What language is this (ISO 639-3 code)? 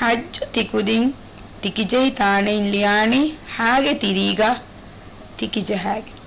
div